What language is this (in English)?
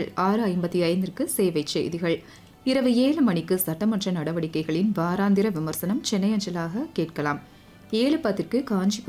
Tamil